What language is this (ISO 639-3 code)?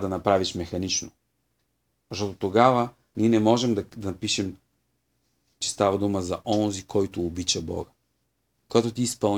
bul